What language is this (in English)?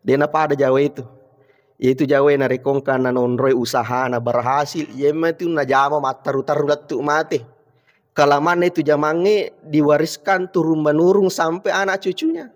Buginese